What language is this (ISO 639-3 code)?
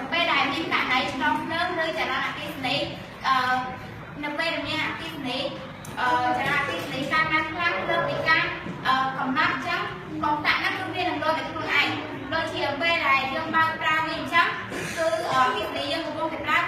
khm